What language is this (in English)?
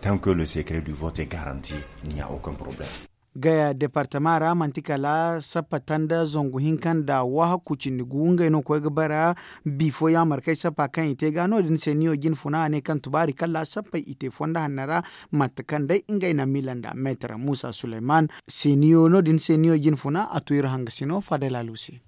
Zarma